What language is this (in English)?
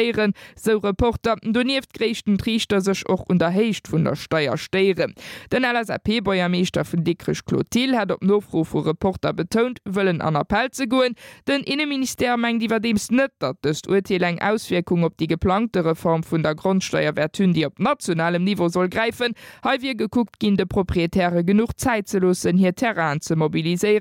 Luxembourgish